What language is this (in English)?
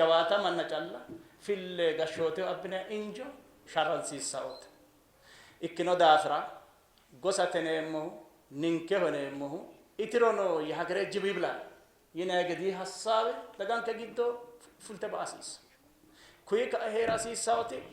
Sidamo